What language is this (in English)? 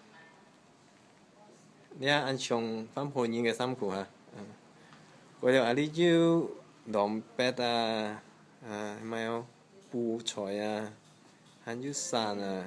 Hakka Chinese